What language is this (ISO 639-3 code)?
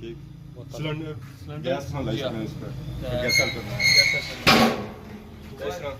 phr